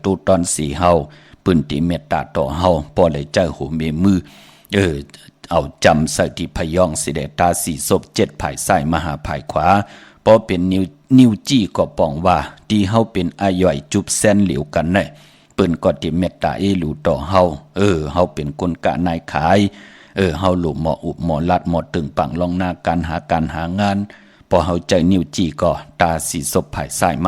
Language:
Shan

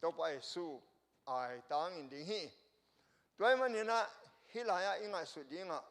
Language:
Tedim Chin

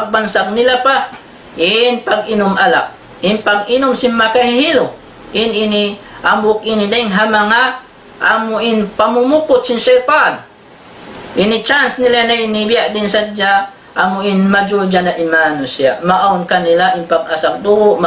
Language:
Tausug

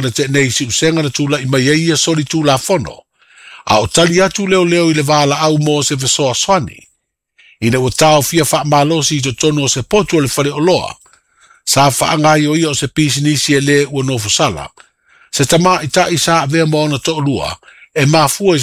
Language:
Samoan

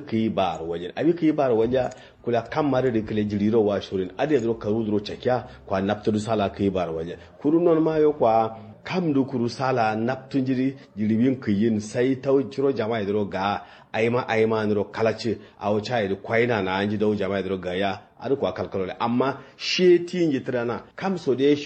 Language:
Kanuri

